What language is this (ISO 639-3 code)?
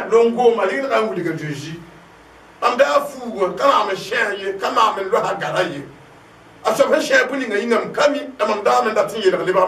mos